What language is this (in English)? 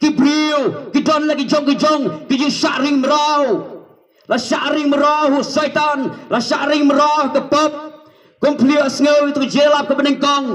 Khasi